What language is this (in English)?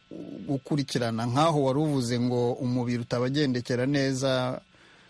Kinyarwanda